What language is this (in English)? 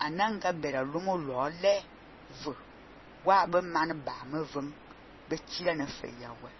Fang